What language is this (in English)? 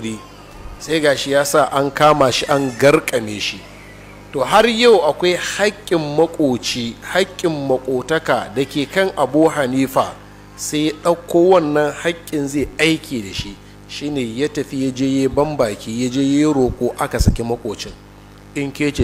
Hausa